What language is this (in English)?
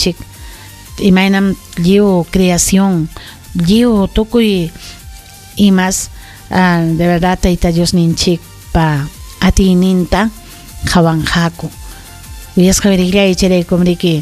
Ayacucho Quechua